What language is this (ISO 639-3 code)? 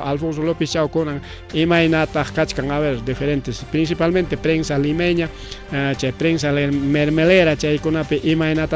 quy